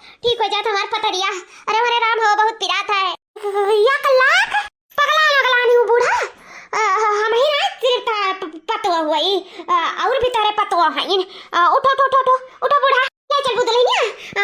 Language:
Awadhi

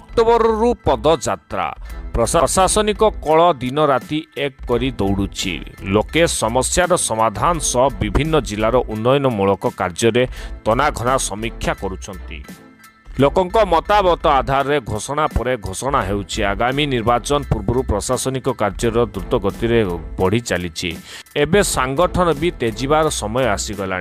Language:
Odia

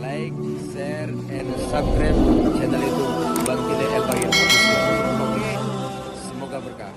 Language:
Betawi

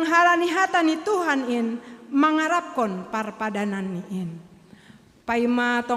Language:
Batak Simalungun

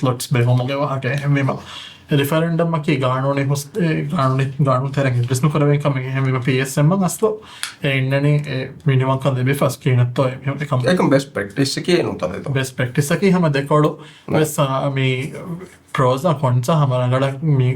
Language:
Divehi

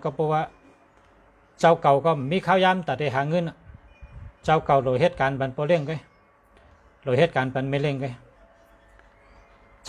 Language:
Shan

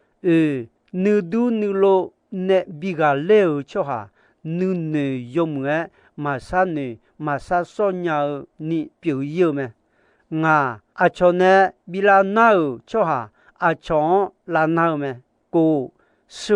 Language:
Akha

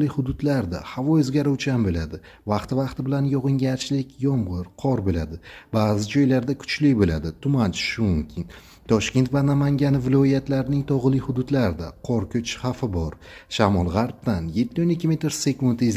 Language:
Uzbek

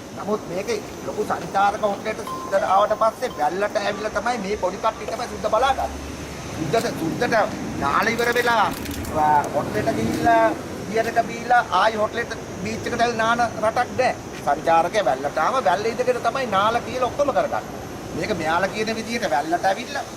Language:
Sinhala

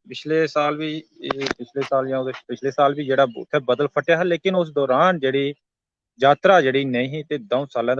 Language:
Dogri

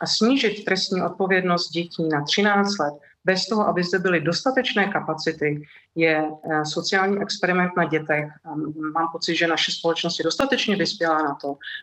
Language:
Czech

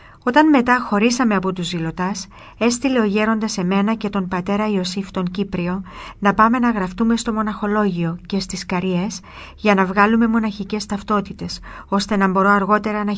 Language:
Greek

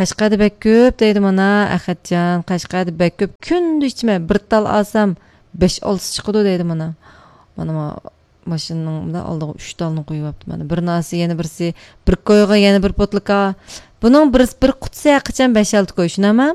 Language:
Uyghur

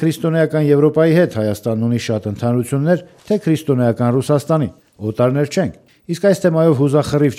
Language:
Armenian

